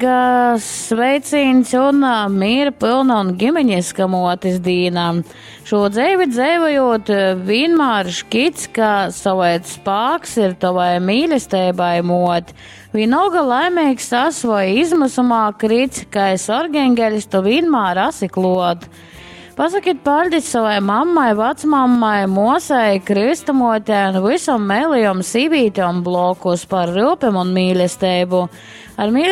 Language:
Latgalian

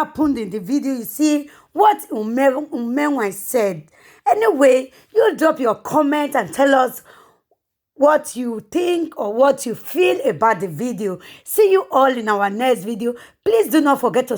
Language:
Nigerian Pidgin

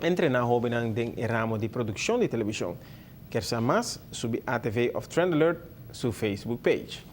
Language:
Papiamento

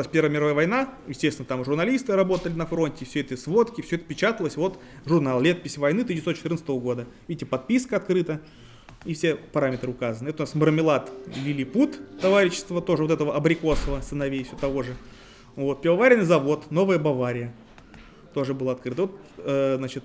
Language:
Russian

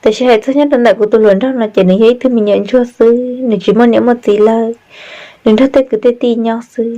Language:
Hmong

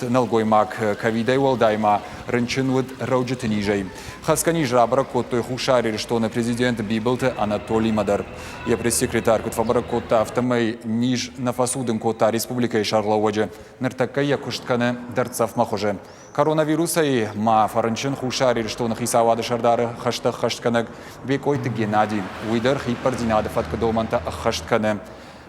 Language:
Ossetic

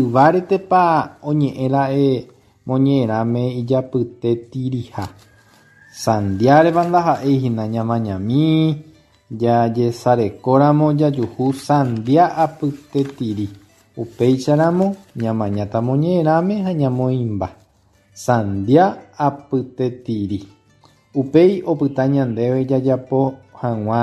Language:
Guarani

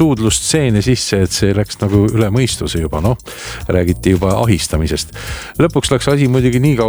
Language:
Estonian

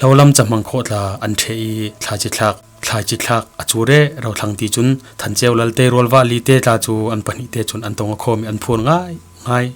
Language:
Falam Chin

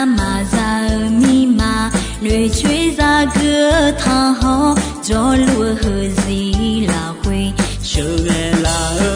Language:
Akha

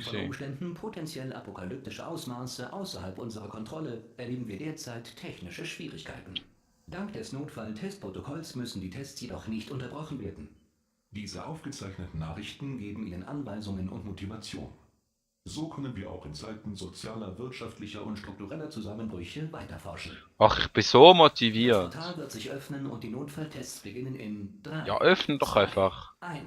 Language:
Swiss German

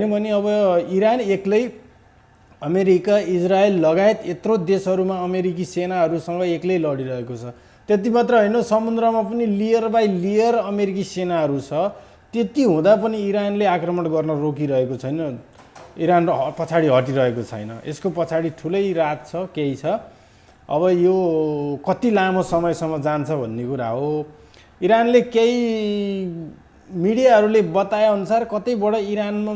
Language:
Nepali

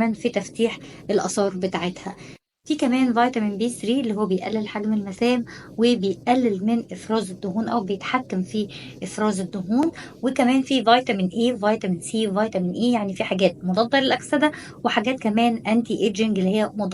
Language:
Egyptian Arabic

